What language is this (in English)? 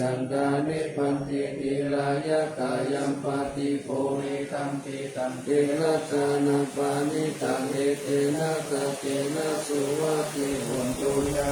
Pali